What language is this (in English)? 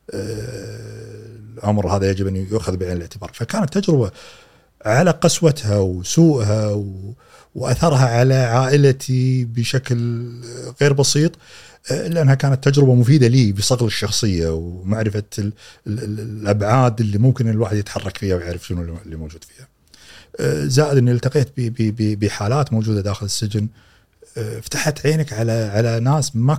Gulf Arabic